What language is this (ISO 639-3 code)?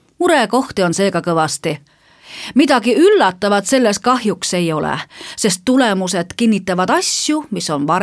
est